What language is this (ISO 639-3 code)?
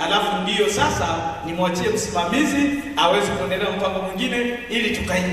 swa